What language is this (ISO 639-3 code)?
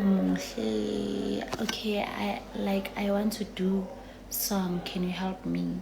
zul